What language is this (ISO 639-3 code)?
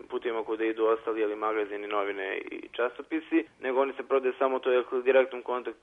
srp